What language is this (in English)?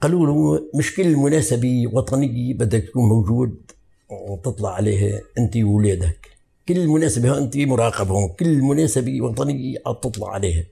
North Levantine Arabic